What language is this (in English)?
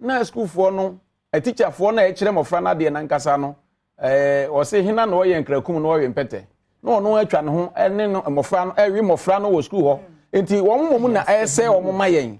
Akan